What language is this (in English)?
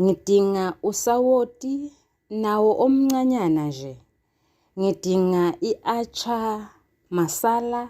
Zulu